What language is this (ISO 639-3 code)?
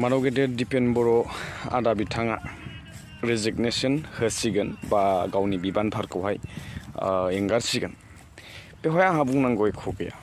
brx